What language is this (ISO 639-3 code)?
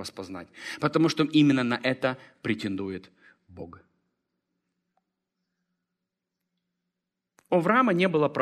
rus